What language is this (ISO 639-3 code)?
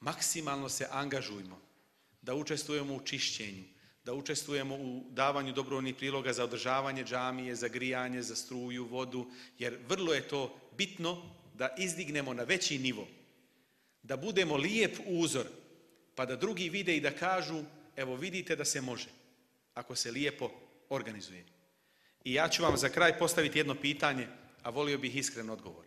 bos